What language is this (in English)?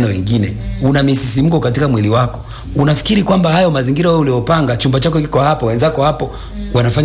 Swahili